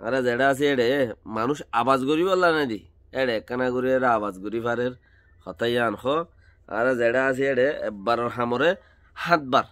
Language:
Rohingya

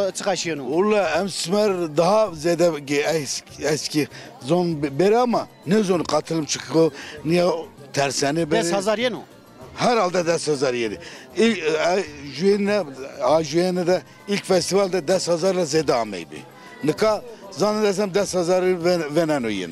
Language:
Zaza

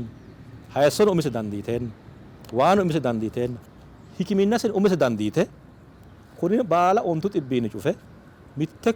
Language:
Sidamo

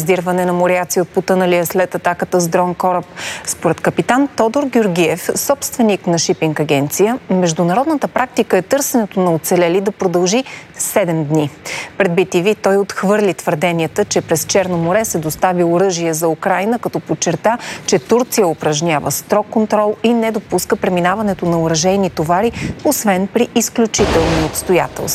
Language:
Bulgarian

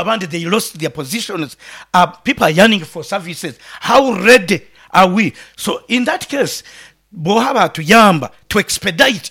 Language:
Nyankole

